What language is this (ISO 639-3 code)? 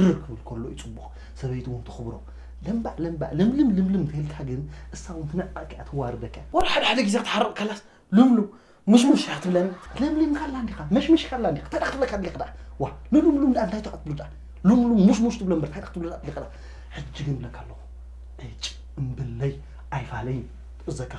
tir